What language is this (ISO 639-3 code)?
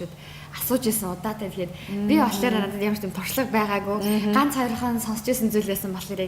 mon